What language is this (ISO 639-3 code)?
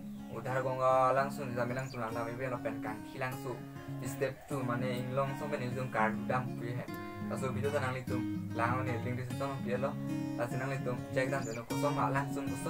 mjw